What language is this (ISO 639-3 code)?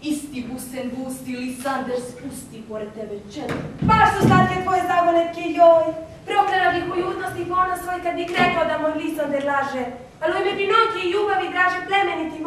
hrv